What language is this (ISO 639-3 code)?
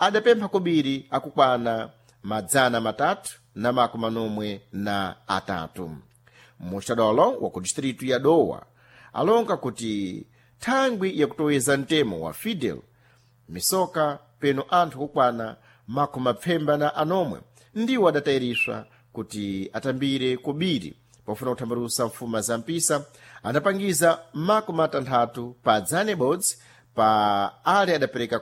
seh